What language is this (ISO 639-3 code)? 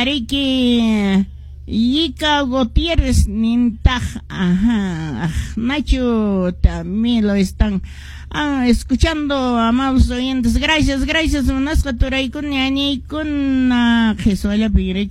que